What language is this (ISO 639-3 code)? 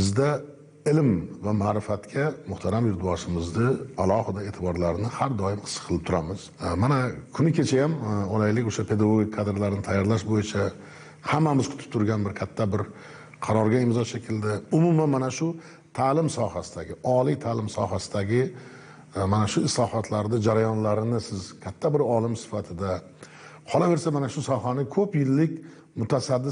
uzb